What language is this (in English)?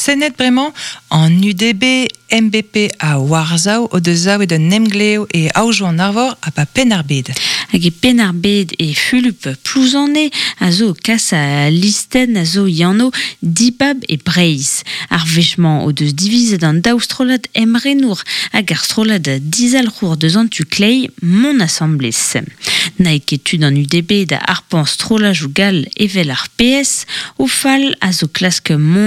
Breton